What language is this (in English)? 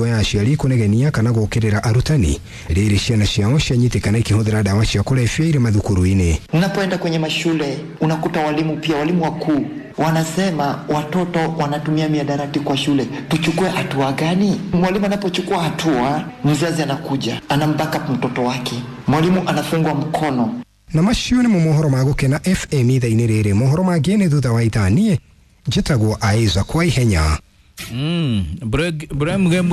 Kikuyu